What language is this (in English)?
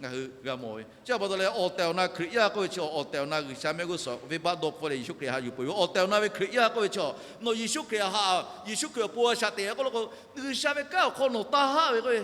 Lahu